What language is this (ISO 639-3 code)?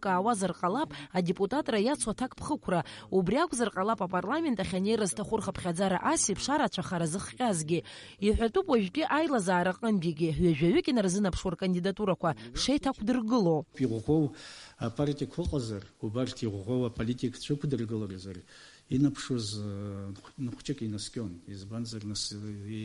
abk